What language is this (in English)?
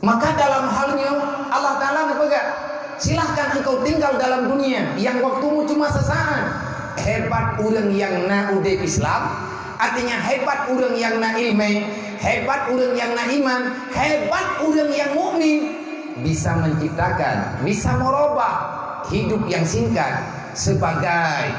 Achinese